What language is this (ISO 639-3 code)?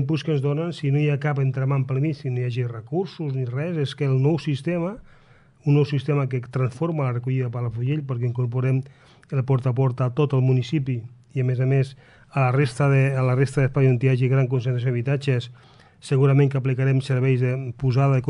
cat